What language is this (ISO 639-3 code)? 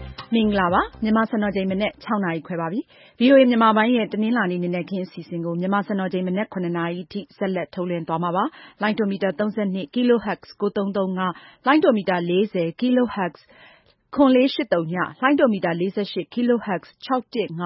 mya